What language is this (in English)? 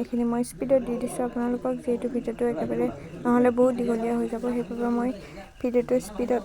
Assamese